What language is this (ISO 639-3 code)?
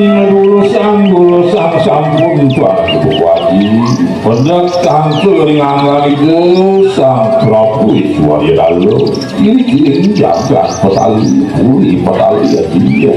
ban